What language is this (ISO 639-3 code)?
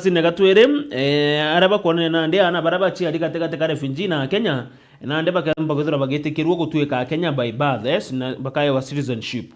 mer